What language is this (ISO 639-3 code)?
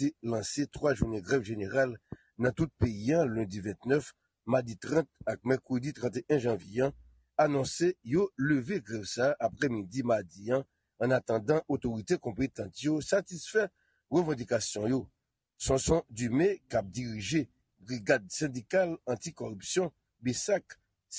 hat